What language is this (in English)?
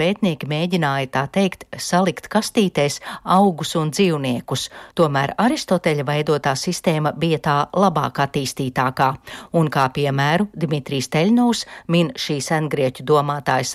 Latvian